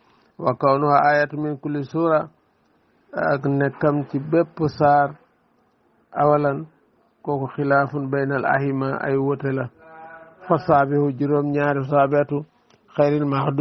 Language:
Wolof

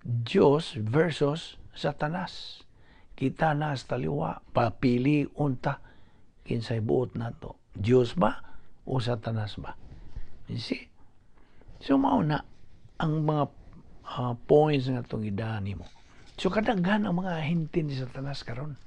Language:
Cebuano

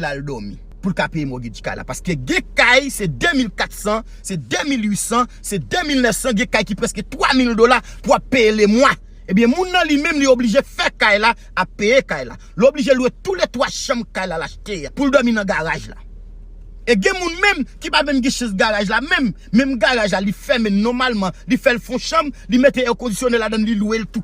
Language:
Haitian Creole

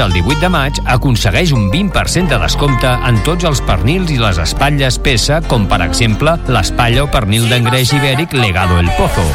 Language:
Catalan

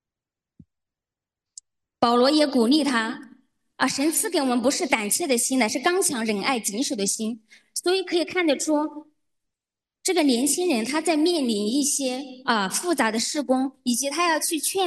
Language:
Chinese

